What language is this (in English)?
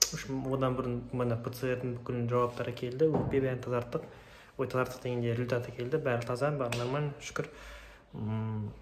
Kazakh